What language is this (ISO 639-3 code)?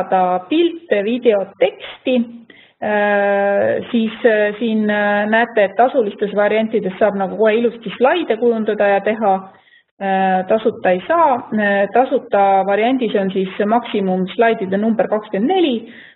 est